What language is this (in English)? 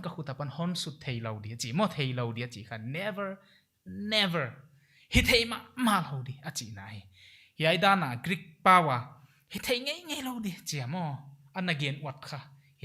Paite Chin